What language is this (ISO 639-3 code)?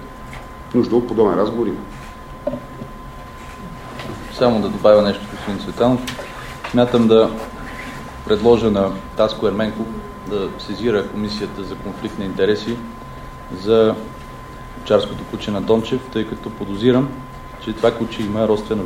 bul